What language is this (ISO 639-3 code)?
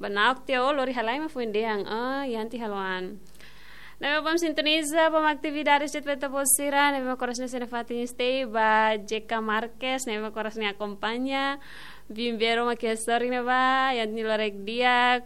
tet